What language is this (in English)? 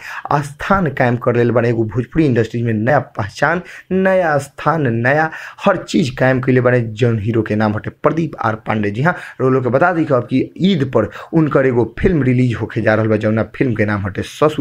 Bhojpuri